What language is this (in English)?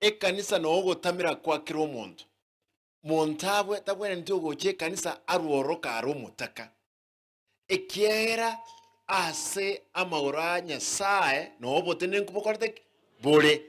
Gusii